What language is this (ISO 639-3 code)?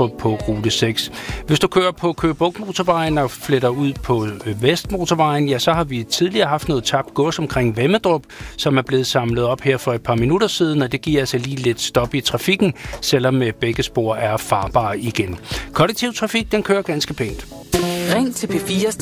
dan